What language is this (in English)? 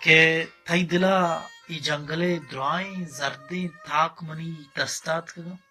Baluchi